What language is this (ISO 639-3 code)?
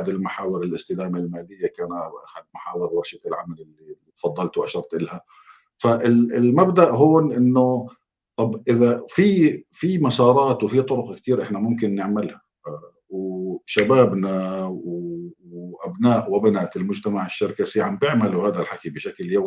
apc